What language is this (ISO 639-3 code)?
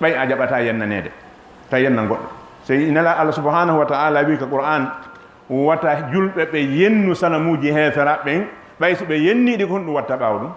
ful